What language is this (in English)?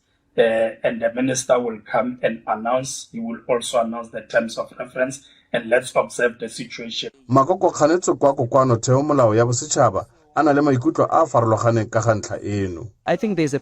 Tswana